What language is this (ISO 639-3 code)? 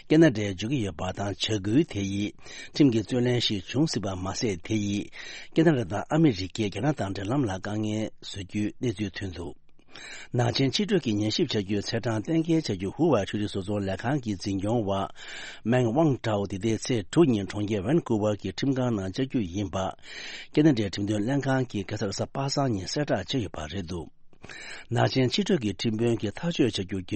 bod